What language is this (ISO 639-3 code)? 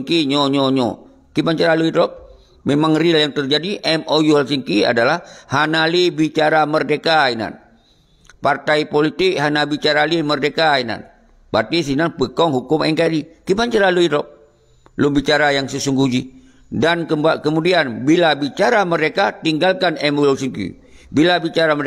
ace